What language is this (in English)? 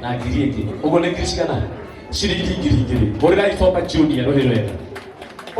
Kikuyu